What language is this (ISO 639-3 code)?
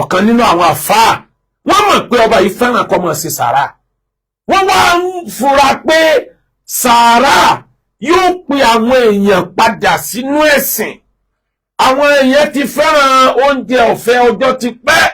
yor